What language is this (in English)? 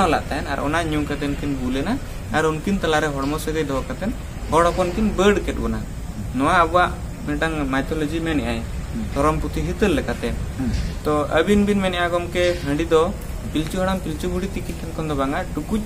Santali